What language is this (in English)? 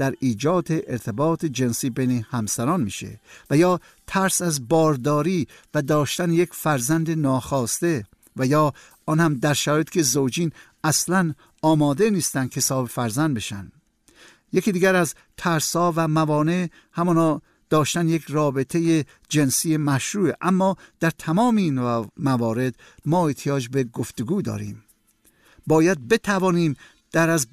Persian